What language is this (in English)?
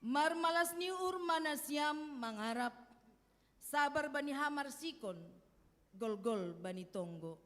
Batak Simalungun